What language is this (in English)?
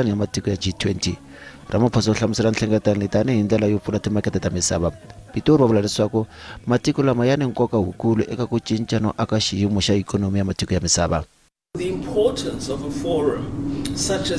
Tsonga